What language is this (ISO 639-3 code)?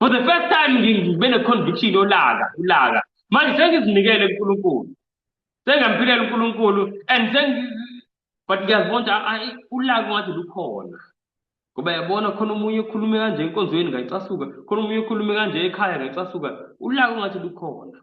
zul